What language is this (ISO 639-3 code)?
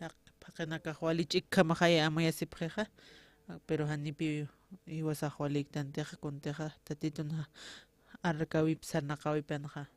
aym